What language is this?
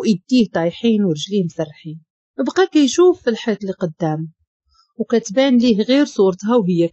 Moroccan Arabic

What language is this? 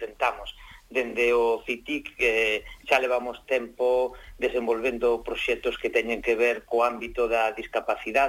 Galician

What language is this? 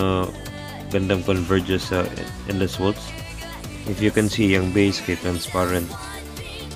Cebuano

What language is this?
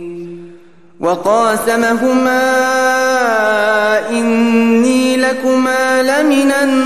Arabic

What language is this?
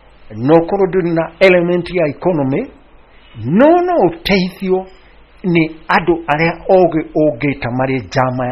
Kikuyu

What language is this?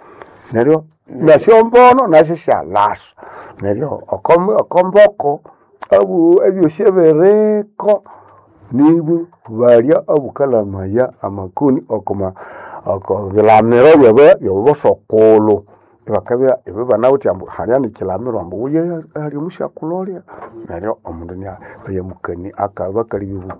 Nande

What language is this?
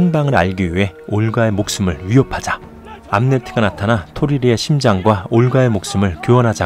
Korean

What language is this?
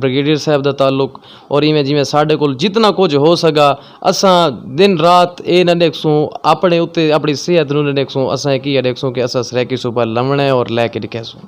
Saraiki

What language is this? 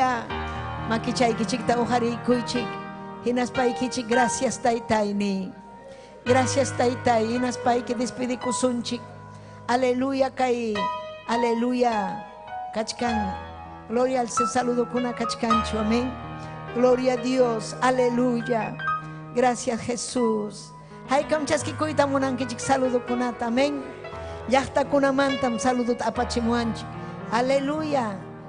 Ayacucho Quechua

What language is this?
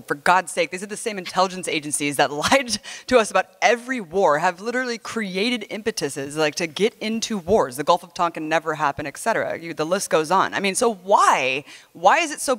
English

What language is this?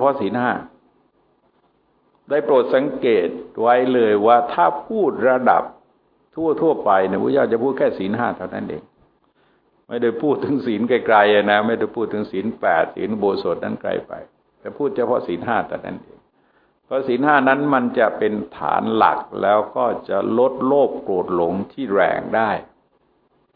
Thai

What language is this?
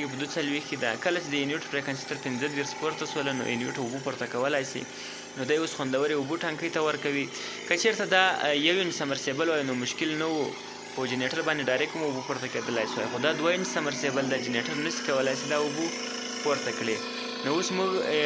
Pashto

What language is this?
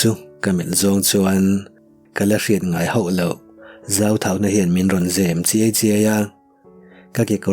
Mizo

